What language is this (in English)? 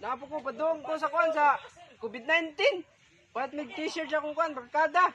Cebuano